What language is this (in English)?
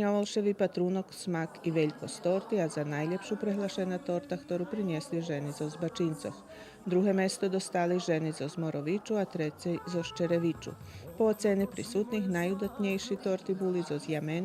Rusyn